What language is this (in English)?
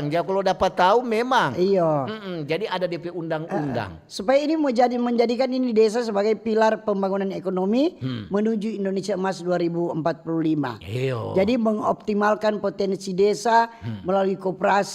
Manado Malay